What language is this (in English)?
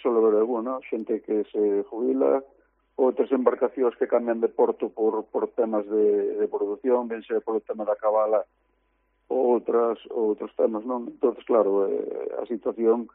Galician